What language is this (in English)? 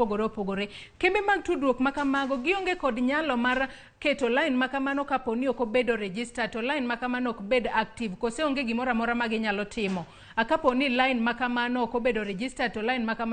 Luo (Kenya and Tanzania)